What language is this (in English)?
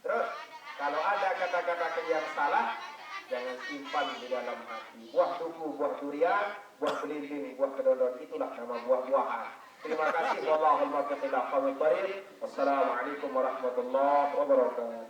Sasak